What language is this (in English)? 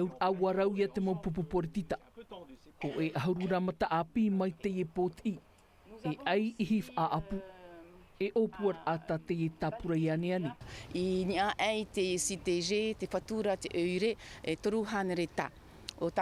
Tahitian